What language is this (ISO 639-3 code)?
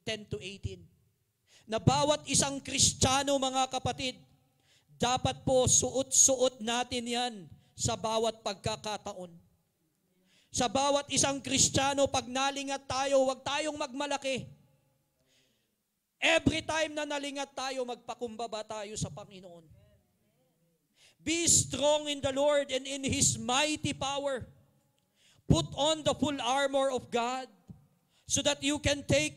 fil